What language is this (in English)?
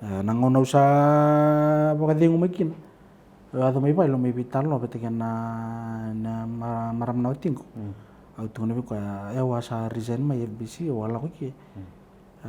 Fijian